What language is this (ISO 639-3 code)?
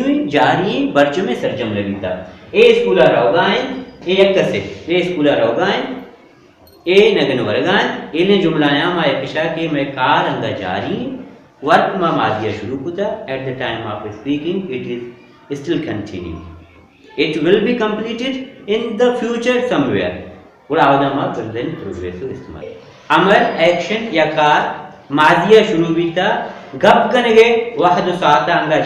bal